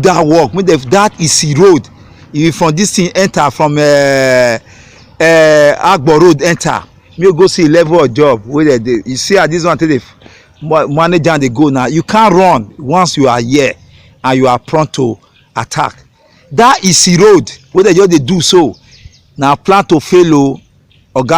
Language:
Nigerian Pidgin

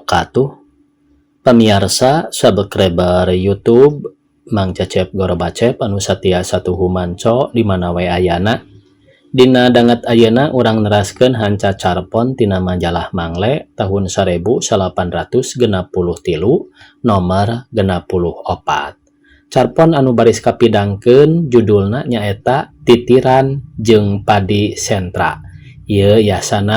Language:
Sundanese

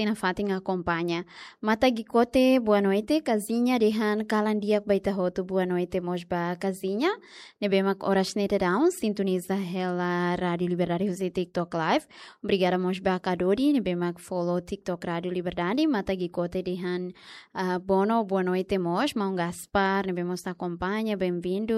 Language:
Tetum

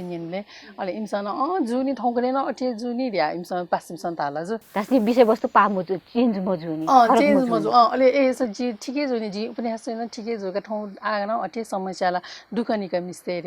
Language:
Newari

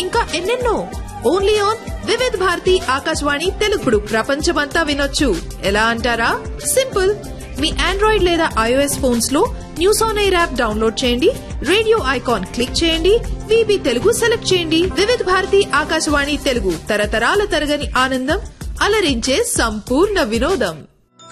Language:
Telugu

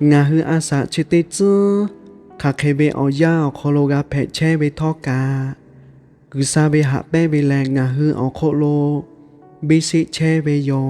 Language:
Lahu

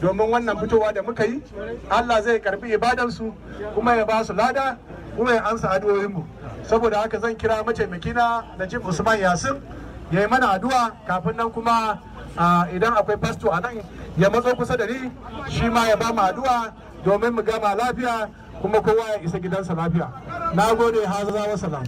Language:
Hausa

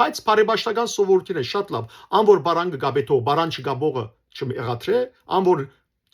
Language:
Western Armenian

